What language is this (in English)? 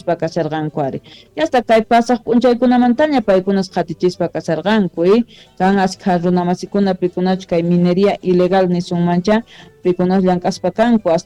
South Bolivian Quechua